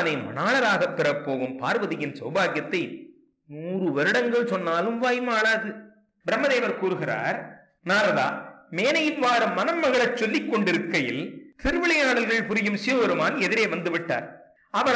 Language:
Tamil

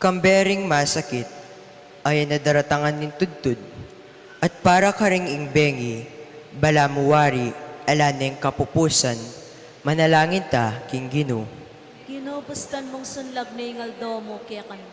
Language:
Pampanga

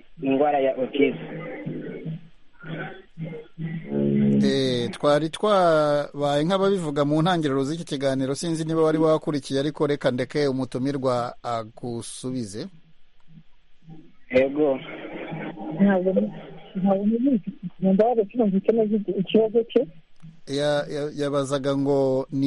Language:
Kinyarwanda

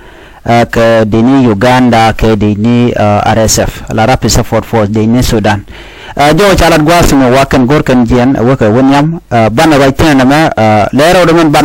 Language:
Nuer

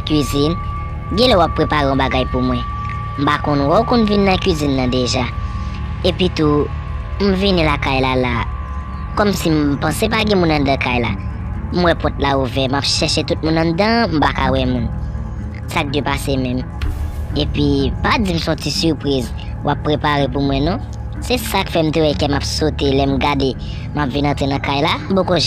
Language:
Haitian Creole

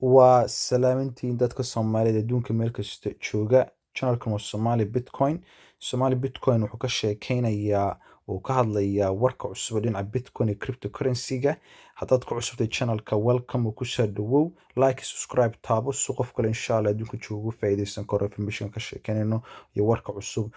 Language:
Somali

